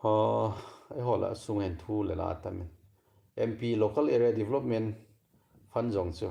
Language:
Thado Chin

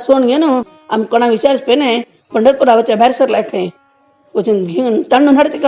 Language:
Konkani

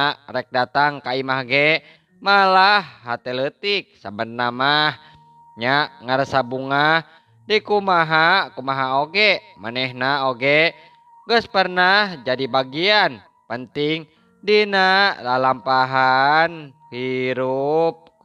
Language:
Sundanese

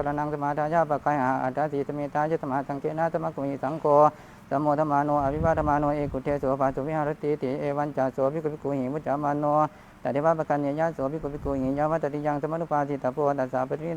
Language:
Pali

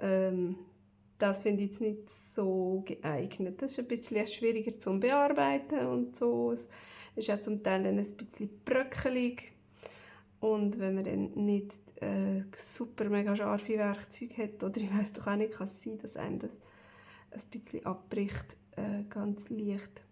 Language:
Swiss German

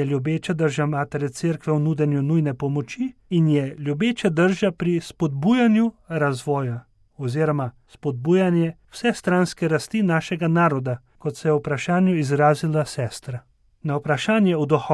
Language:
Slovenian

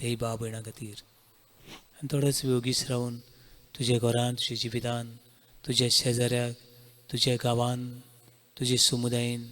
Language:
Konkani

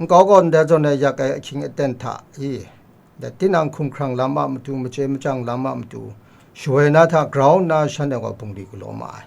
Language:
Kachin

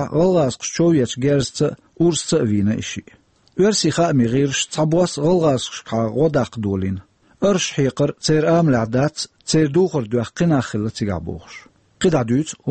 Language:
Chechen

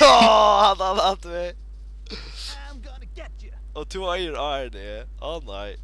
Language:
Faroese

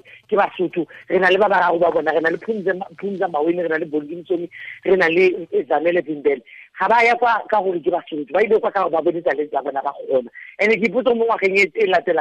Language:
Tswana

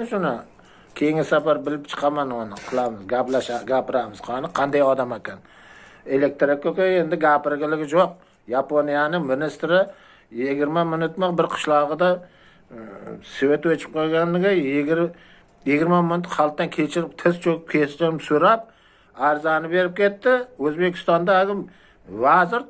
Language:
Uzbek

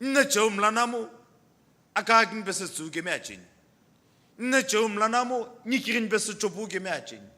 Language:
Sumi Naga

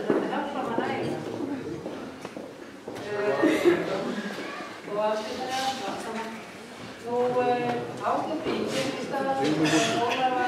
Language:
Icelandic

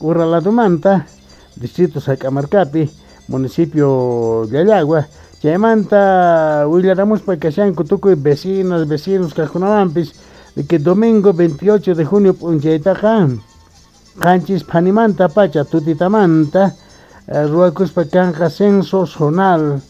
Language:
Quechua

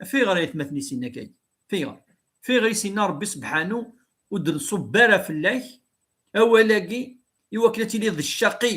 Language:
Kabyle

